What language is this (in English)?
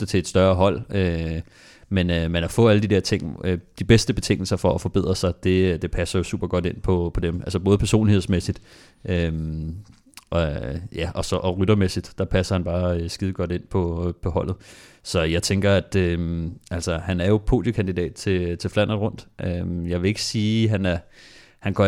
Danish